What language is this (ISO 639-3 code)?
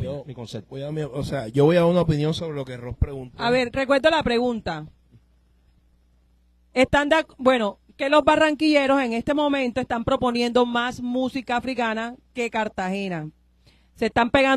spa